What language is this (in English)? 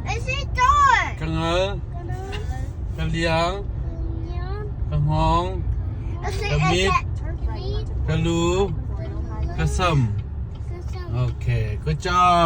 Hakha Chin